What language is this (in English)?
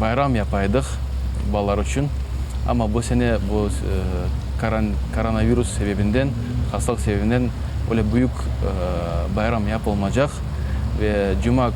Crimean Tatar